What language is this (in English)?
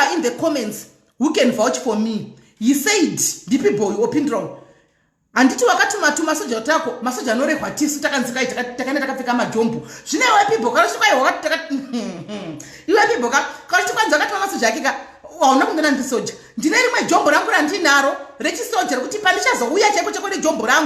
Shona